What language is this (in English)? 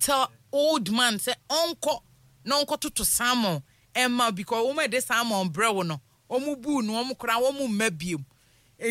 Akan